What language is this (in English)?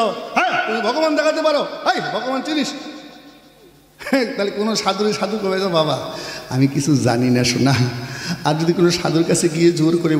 Bangla